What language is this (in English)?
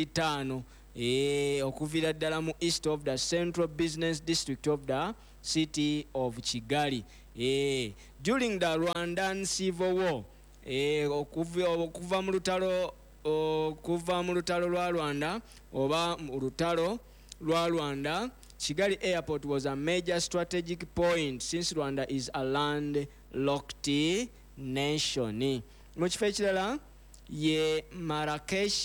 Ganda